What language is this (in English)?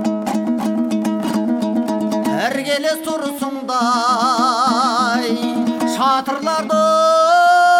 Kazakh